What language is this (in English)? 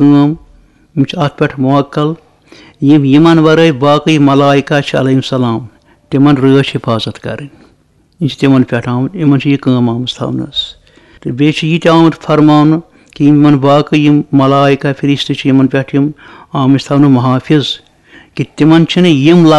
Kashmiri